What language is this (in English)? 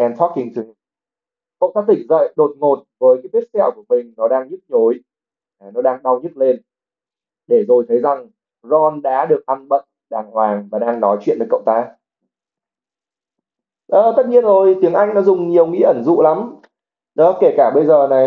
Vietnamese